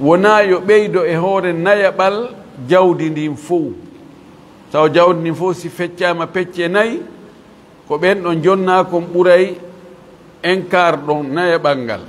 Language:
Fula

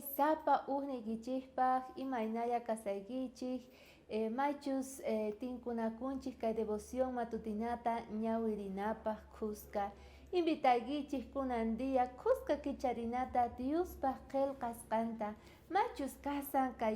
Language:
South Bolivian Quechua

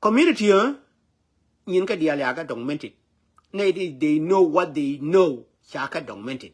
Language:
Nuer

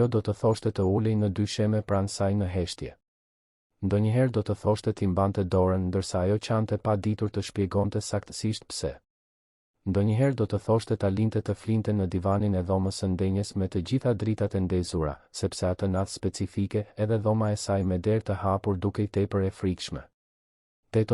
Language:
Albanian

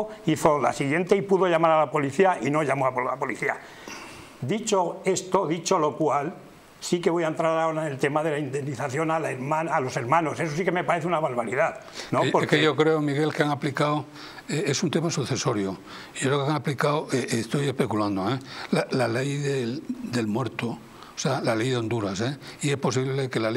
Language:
Spanish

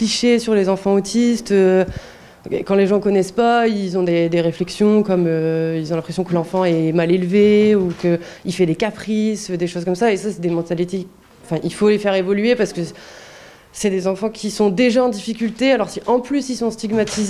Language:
French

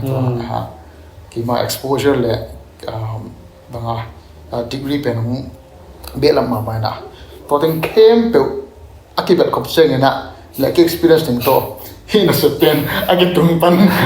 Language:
Tedim Chin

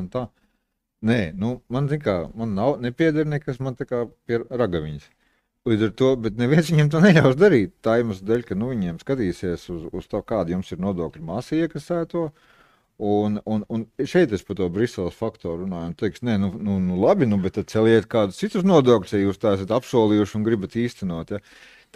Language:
Latvian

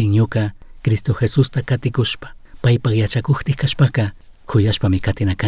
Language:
Chimborazo Highland Quichua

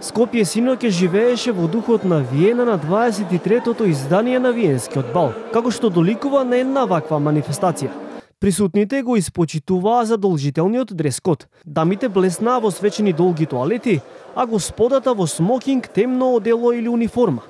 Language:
Macedonian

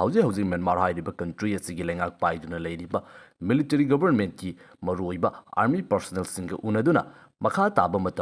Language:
Manipuri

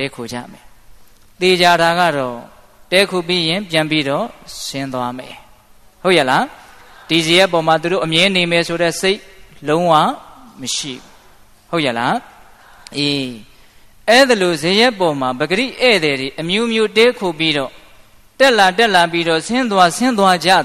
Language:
Burmese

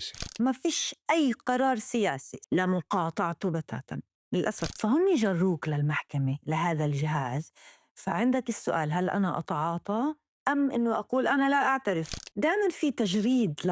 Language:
North Levantine Arabic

